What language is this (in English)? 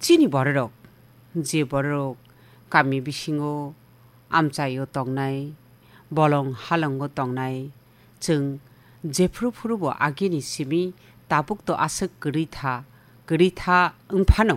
Kok Borok